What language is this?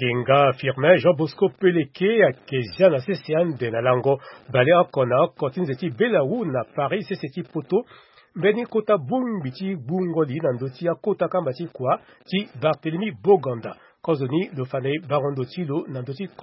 Sango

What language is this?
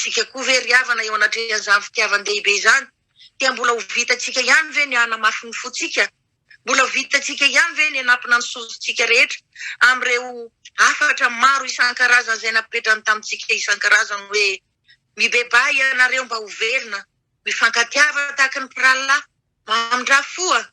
Malagasy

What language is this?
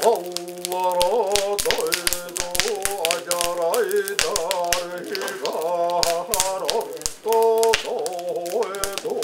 Yakut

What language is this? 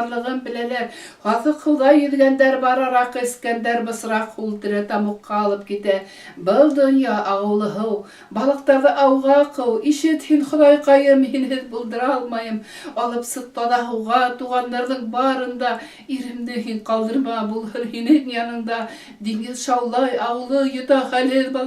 Bashkir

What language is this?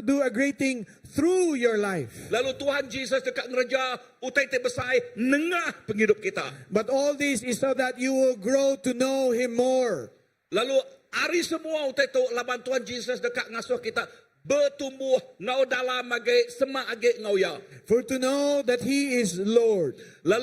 Iban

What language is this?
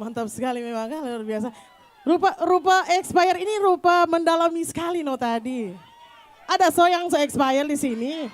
Manado Malay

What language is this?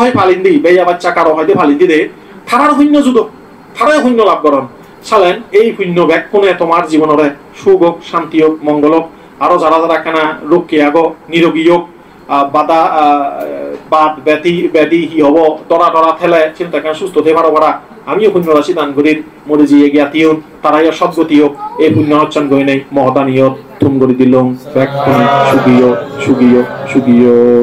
Chakma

